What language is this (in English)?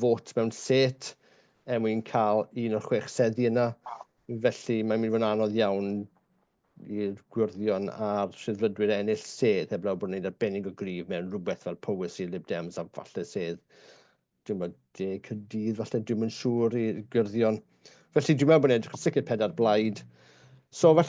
Welsh